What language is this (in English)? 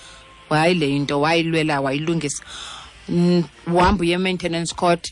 Xhosa